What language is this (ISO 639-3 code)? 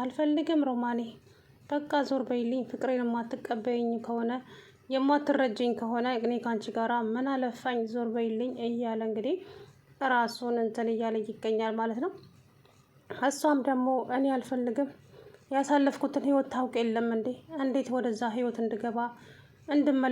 amh